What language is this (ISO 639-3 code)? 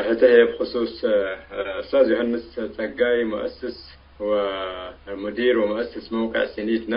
tig